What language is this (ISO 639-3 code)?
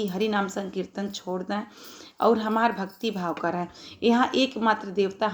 bho